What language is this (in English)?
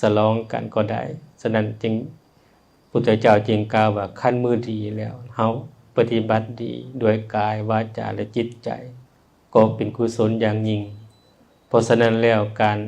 Lao